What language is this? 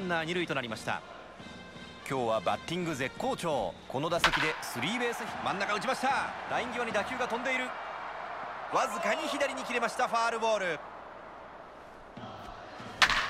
Japanese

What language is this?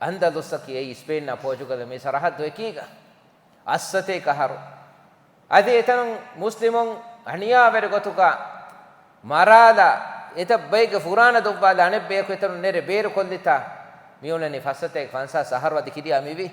Divehi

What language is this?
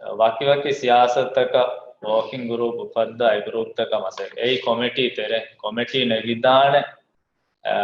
Divehi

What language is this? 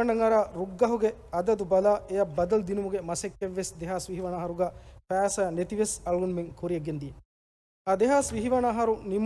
Divehi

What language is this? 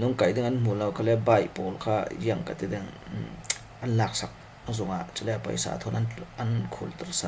Falam Chin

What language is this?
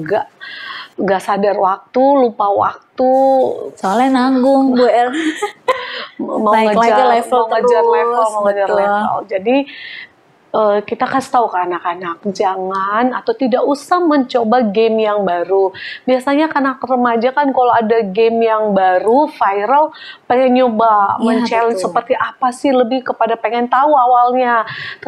Indonesian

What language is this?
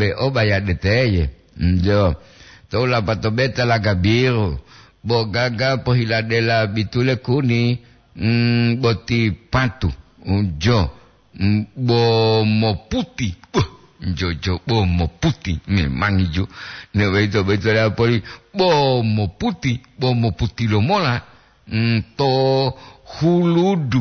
Gorontalo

